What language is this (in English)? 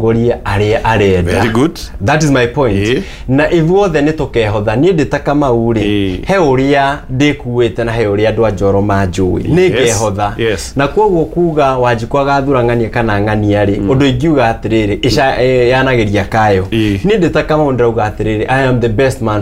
Kikuyu